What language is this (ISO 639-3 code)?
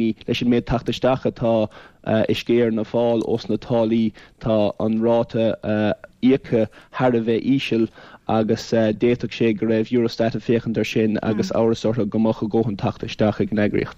gle